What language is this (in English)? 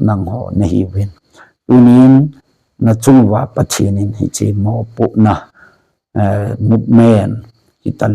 Thado Chin